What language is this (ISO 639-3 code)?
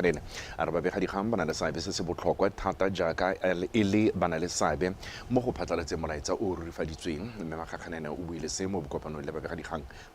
tsn